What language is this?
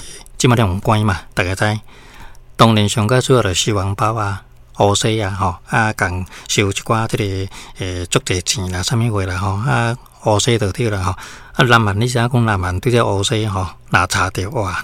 Min Nan Chinese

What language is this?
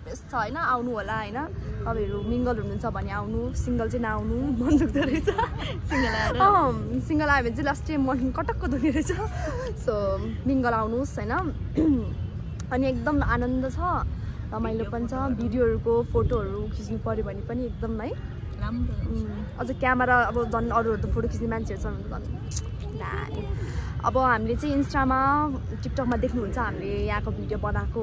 Nepali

